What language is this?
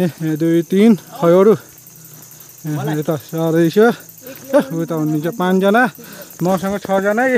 Nepali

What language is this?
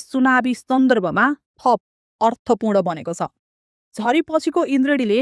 Nepali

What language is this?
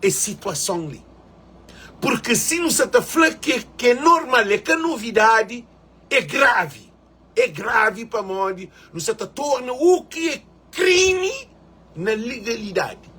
Kabuverdianu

